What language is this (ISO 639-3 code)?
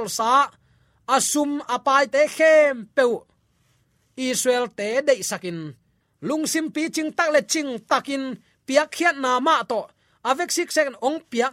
ctd